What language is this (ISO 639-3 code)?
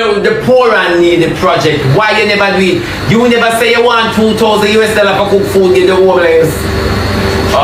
jam